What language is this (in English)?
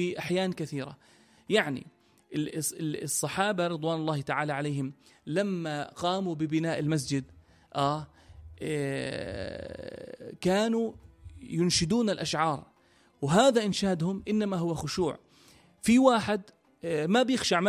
North Levantine Arabic